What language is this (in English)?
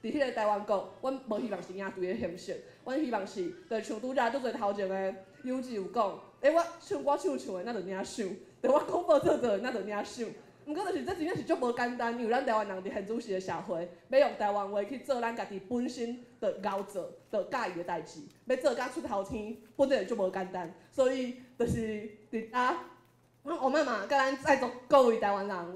Min Nan Chinese